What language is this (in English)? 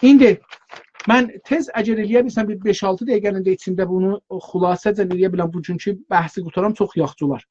South Azerbaijani